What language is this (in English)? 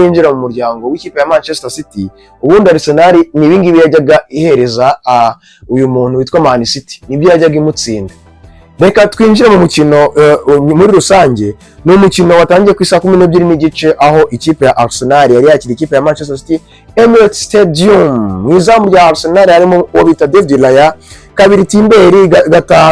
Kinyarwanda